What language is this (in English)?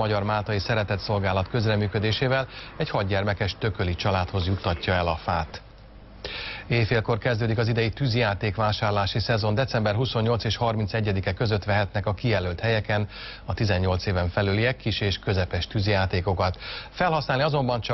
Hungarian